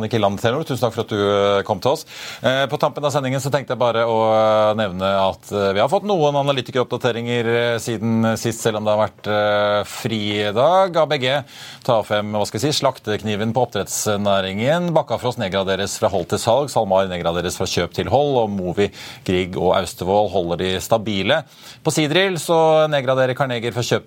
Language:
Norwegian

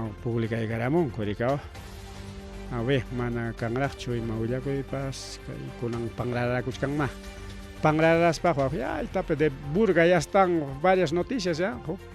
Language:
Ayacucho Quechua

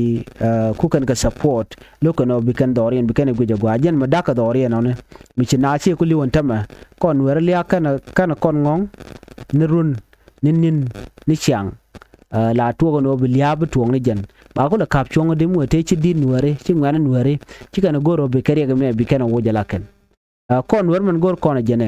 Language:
Nuer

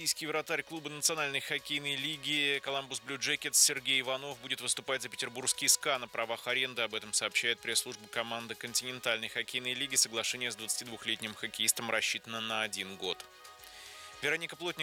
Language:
Russian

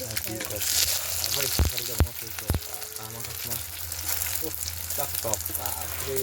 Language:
Kok Borok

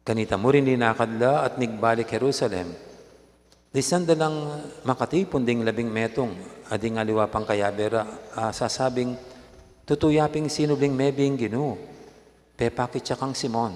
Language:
Pampanga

